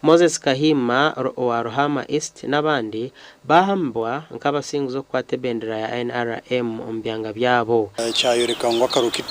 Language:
Nyankole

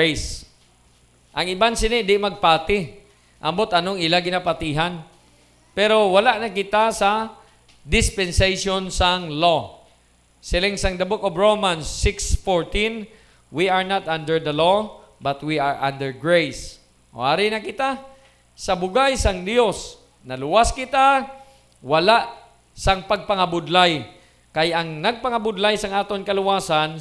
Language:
Hiligaynon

